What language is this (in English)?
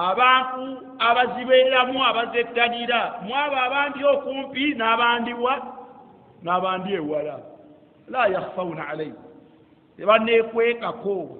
Ganda